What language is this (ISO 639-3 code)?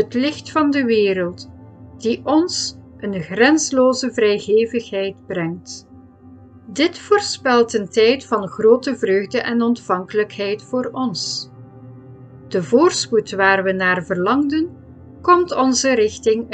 nld